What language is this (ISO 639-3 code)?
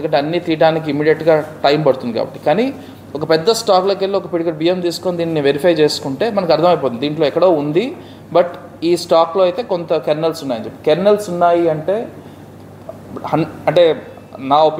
tel